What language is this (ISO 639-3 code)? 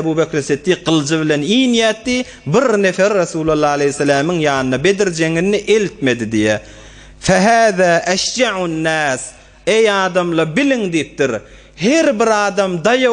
tuk